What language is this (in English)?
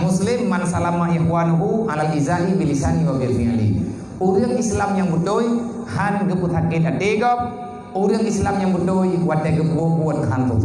Achinese